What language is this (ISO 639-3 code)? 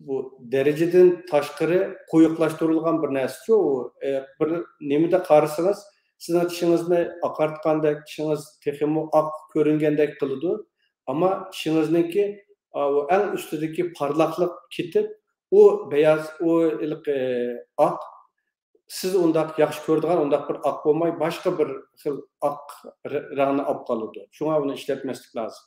uig